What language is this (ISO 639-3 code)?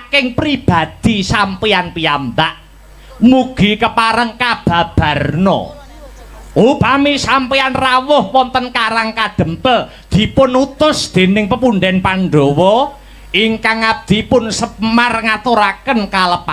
jav